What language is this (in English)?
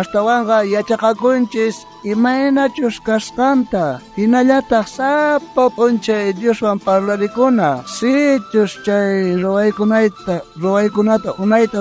South Bolivian Quechua